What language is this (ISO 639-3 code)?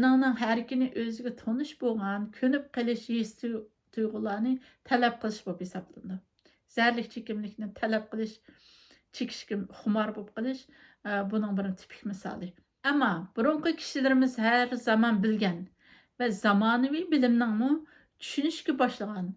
uig